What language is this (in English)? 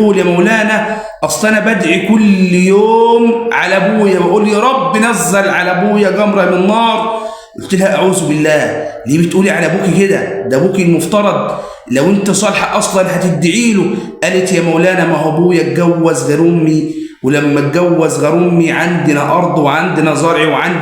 Egyptian Arabic